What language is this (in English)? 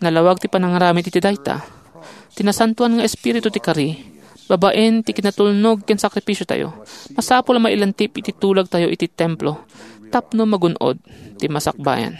Iloko